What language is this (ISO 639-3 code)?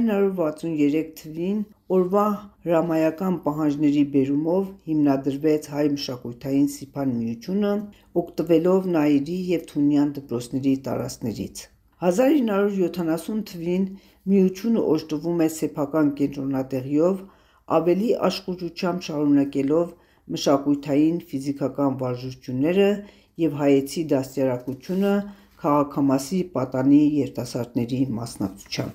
hye